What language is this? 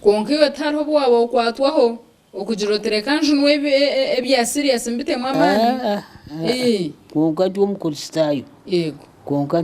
Nyankole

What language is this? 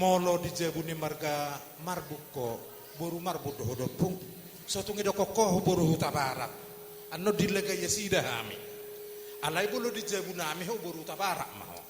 Batak Toba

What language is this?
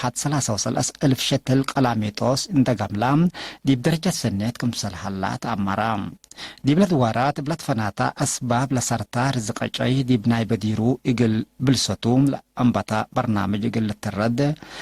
Tigre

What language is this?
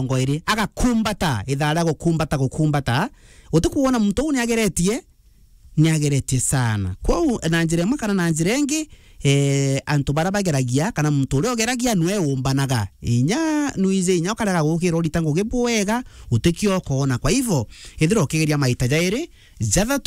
Meru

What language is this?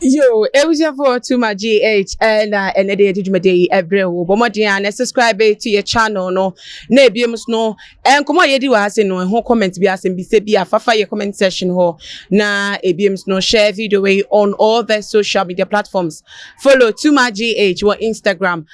Akan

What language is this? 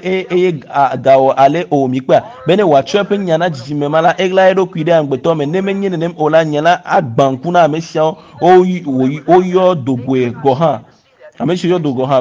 Ewe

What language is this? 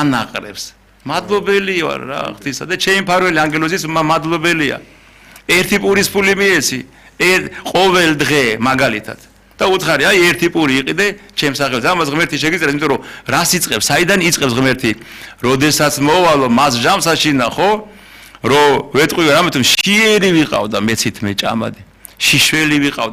Georgian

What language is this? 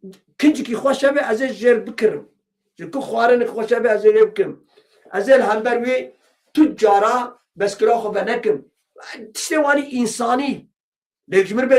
Kurdish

